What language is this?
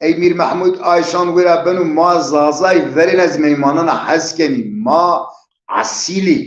Zaza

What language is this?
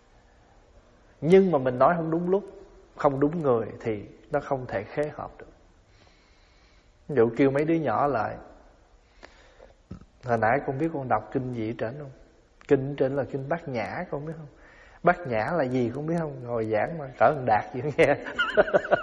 Vietnamese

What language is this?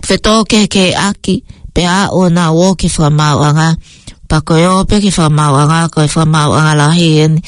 Tongan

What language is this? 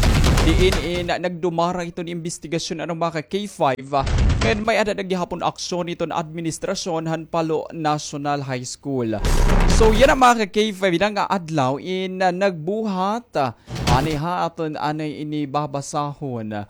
Waray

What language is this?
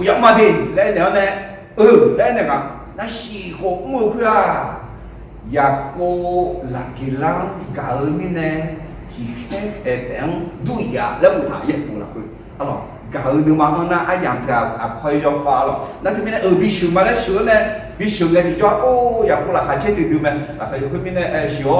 Akha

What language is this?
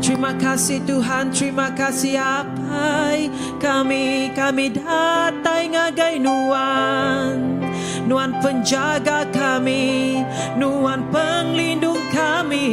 Iban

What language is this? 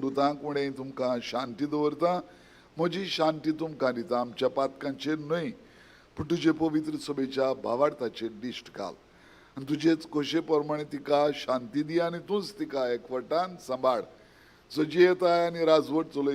Konkani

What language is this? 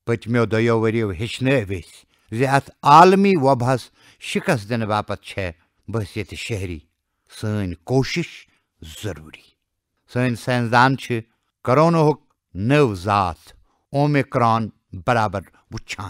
Kashmiri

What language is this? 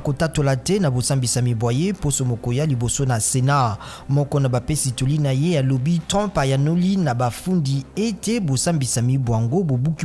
Lingala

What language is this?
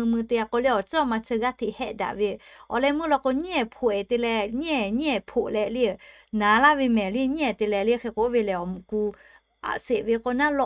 Lahu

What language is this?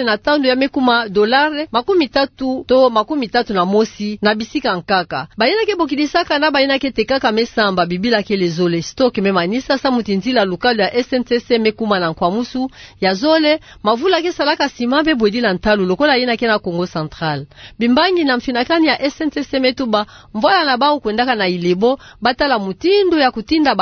Kituba (Democratic Republic of Congo)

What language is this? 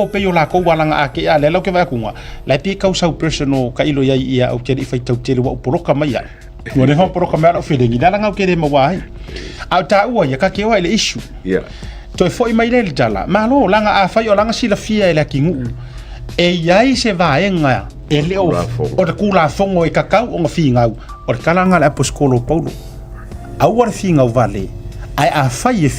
Samoan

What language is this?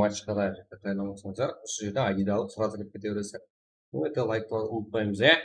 Kara-Kalpak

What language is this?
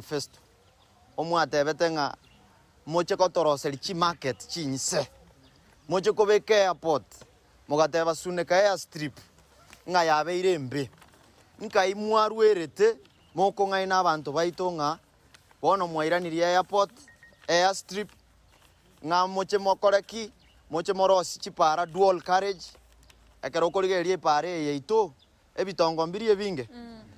Gusii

